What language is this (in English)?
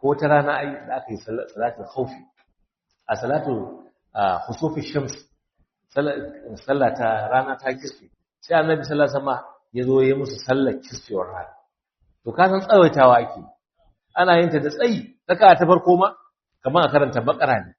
Hausa